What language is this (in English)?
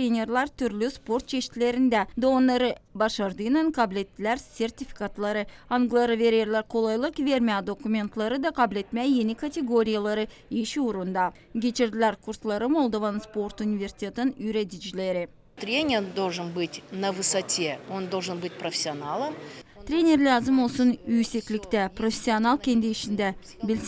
Gagauz